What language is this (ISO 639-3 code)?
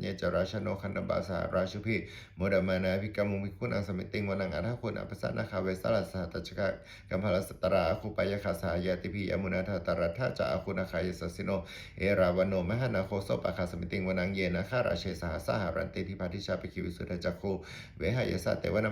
pli